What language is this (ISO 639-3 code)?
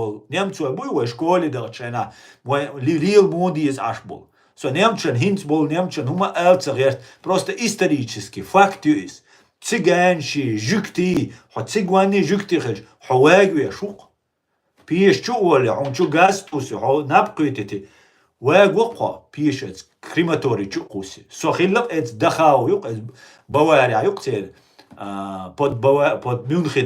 che